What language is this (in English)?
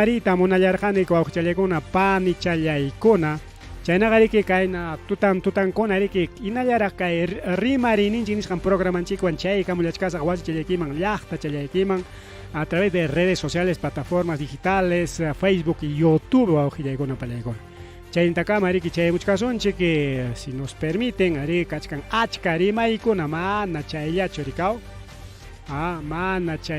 Ayacucho Quechua